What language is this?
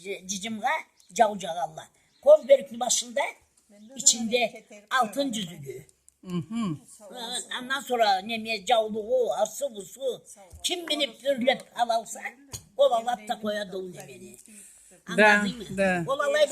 Karachay-Balkar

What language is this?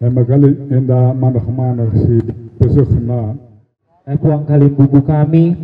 Batak Karo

